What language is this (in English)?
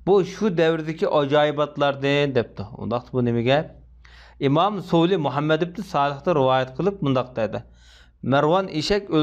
Uyghur